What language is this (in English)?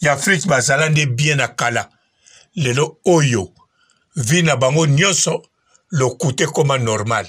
Lingala